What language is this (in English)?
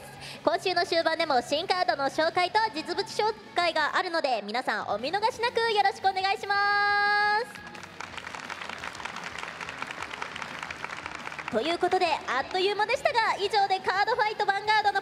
Japanese